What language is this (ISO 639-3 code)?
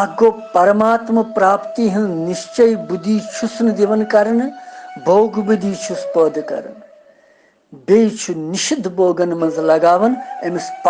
kas